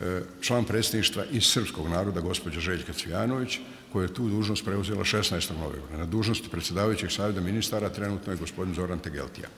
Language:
Bosnian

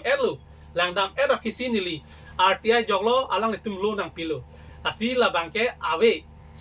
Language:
Karbi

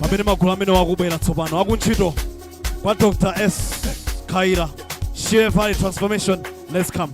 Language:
Nyanja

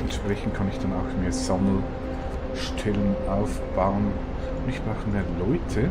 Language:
Swiss German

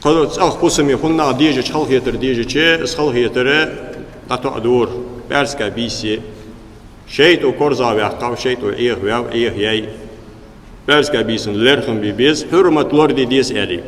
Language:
Ingush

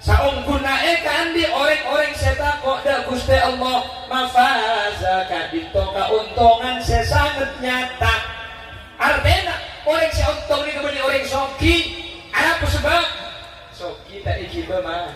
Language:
Madurese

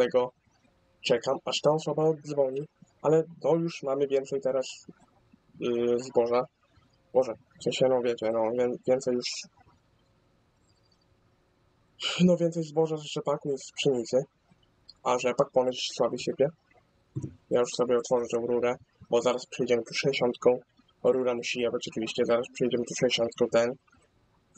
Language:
Polish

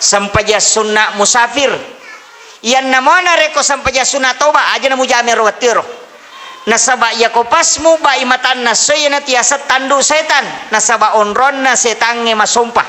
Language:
Buginese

